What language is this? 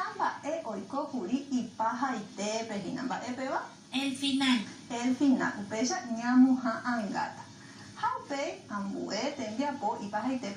Guarani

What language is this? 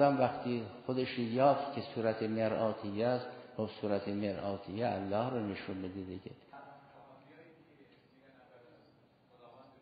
Persian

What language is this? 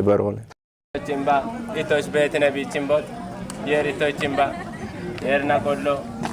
Kafa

